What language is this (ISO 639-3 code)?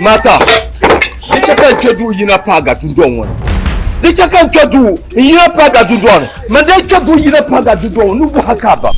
dag